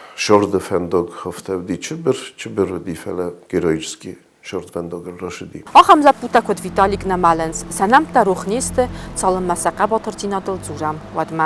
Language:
Ossetic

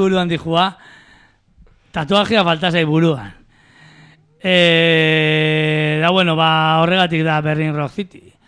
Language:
Basque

